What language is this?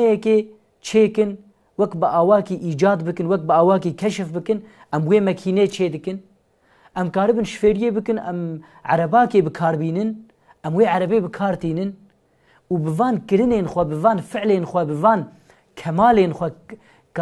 Kurdish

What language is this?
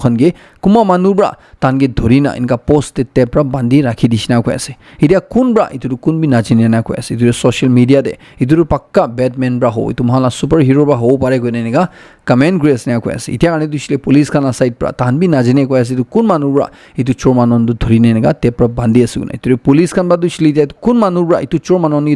Naga Pidgin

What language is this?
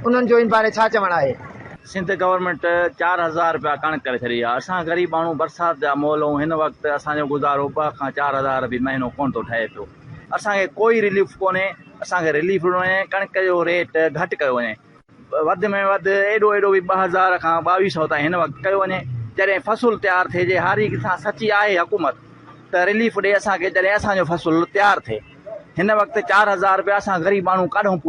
Sindhi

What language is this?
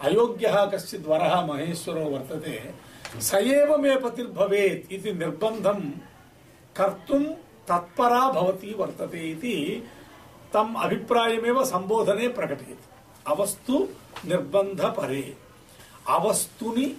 Sanskrit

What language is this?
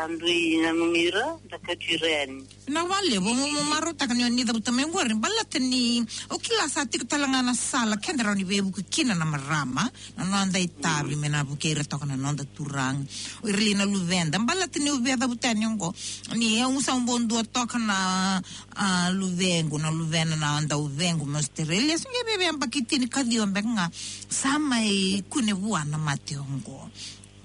Fijian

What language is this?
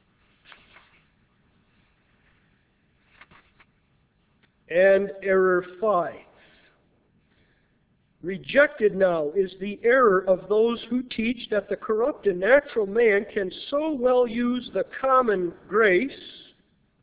English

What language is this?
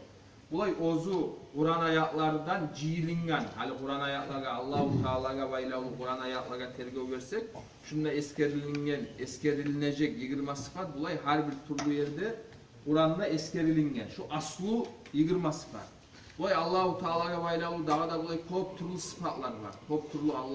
Kumyk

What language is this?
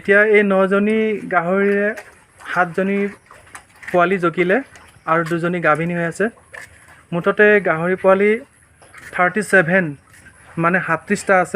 Assamese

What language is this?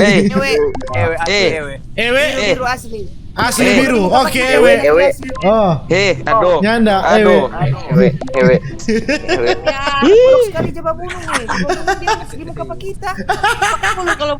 Manado Malay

